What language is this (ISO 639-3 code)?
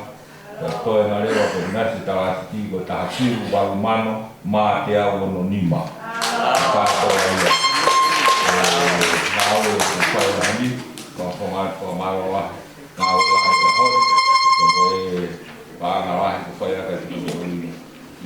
ton